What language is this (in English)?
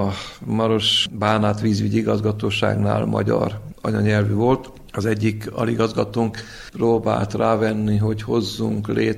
Hungarian